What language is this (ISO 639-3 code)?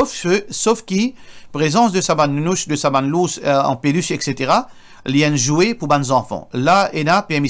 mfe